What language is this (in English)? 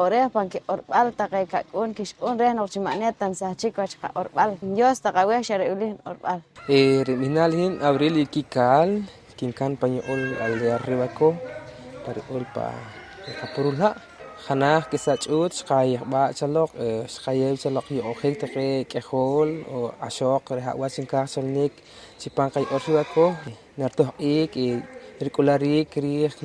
Poqomchi'